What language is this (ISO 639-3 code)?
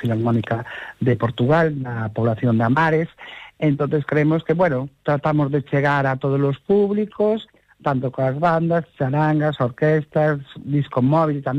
glg